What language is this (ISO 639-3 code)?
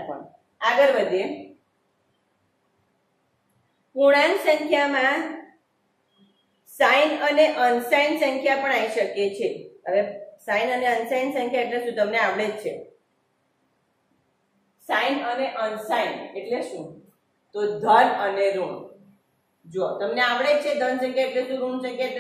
guj